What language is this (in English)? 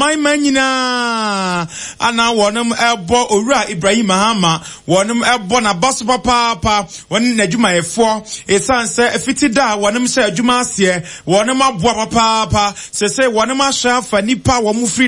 Akan